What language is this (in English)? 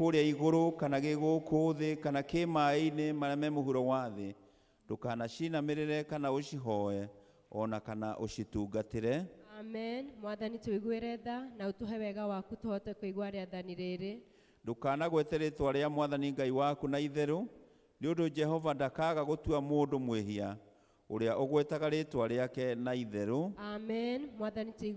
Kikuyu